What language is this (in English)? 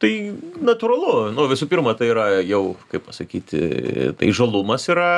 Lithuanian